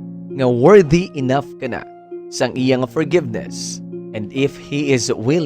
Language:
Hiligaynon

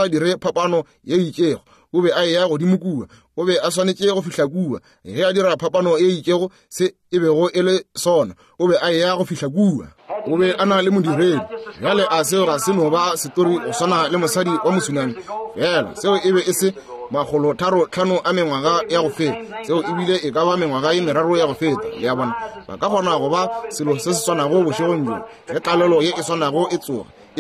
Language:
Northern Sotho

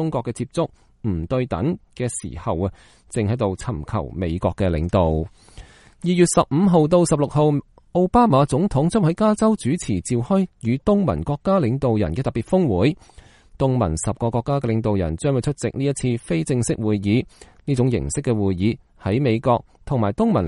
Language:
Cantonese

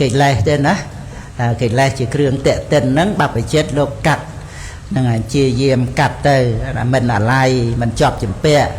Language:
Khmer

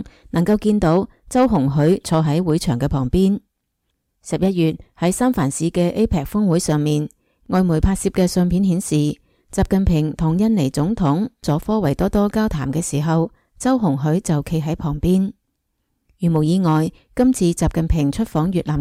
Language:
Cantonese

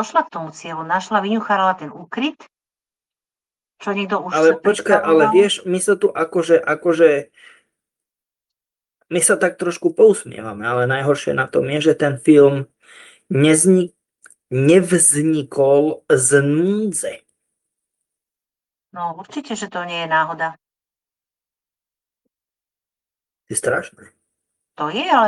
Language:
Slovak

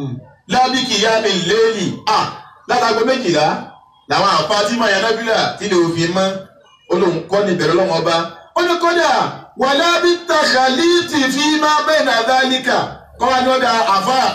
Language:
Yoruba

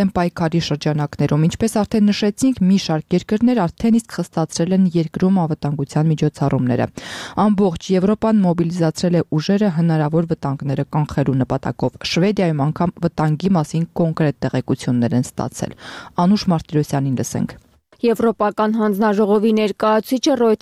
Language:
Armenian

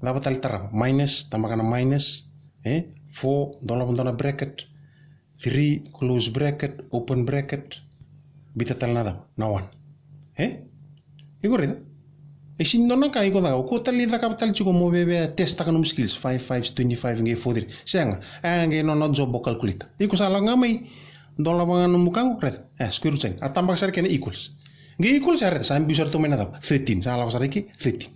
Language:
Fijian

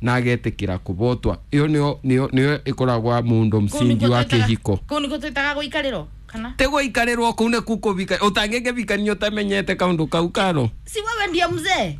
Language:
Kikuyu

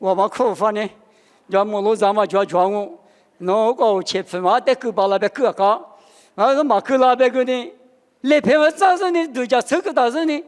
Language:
Lisu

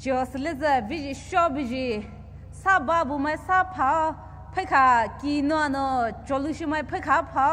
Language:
Poumei Naga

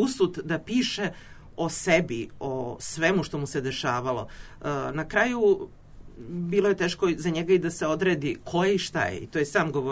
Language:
Serbian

